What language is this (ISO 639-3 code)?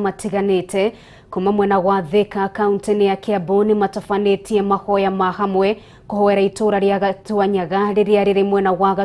kik